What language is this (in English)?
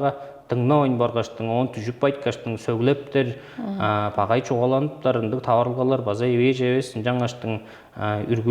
Tuvinian